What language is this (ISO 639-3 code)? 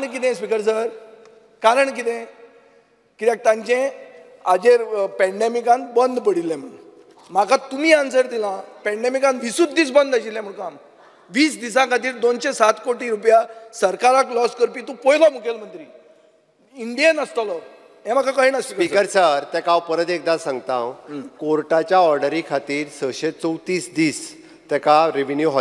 kok